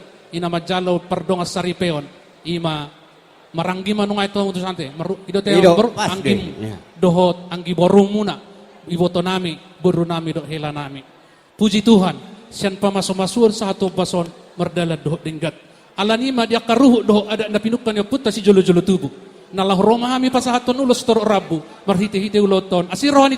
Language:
Batak Toba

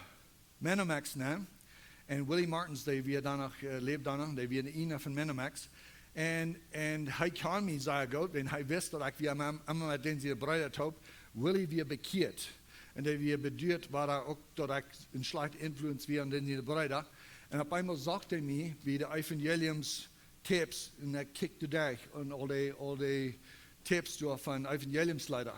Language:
Plautdietsch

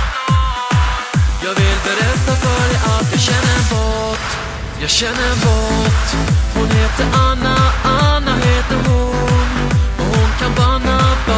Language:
Swedish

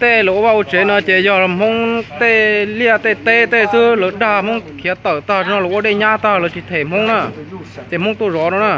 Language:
Hmong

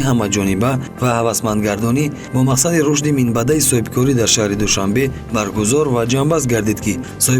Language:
Tajik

